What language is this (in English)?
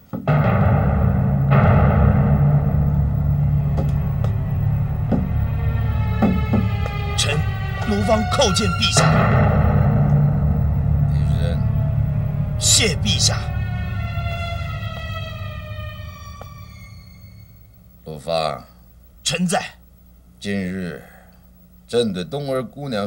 Chinese